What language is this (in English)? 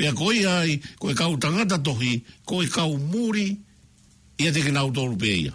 Tongan